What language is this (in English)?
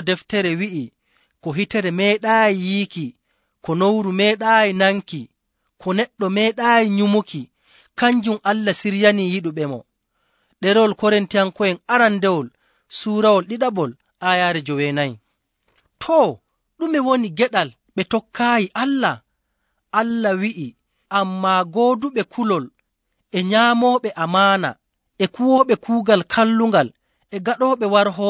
Nigerian Fulfulde